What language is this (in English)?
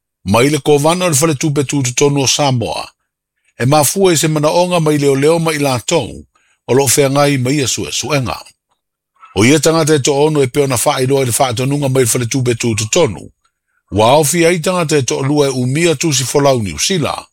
Samoan